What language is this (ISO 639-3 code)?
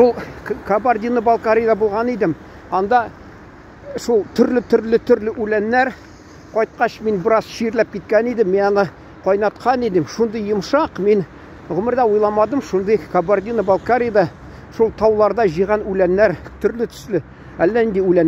tat